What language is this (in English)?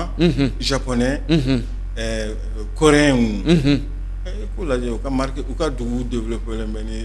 Bambara